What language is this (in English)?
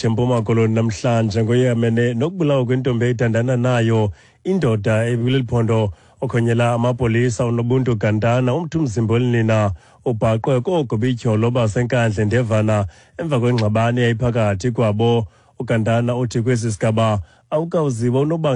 Xhosa